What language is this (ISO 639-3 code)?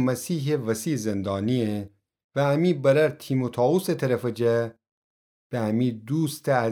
glk